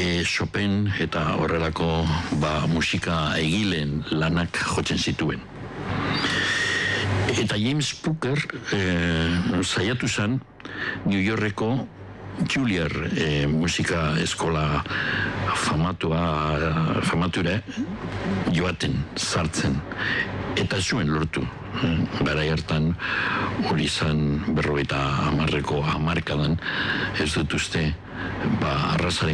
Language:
Basque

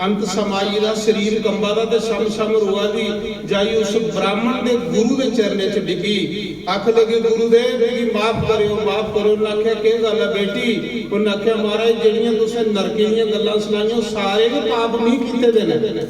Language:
Dogri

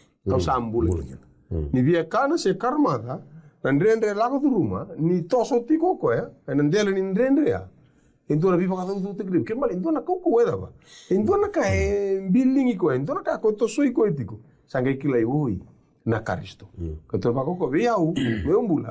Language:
Fijian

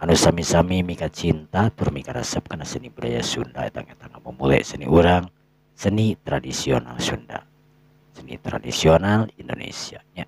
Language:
Sundanese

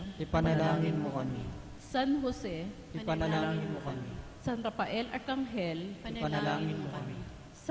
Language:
Pampanga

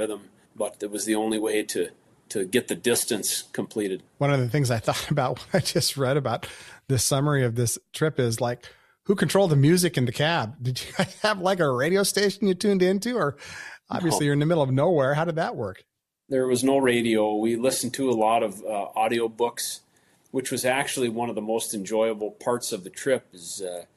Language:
English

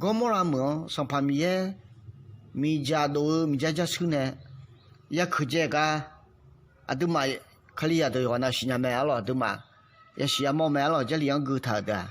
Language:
Akha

